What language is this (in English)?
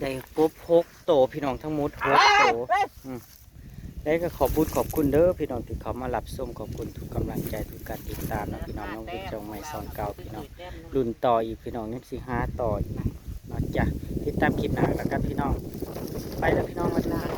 Northeastern Thai